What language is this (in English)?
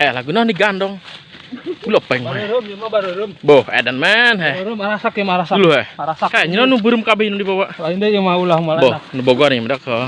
Sundanese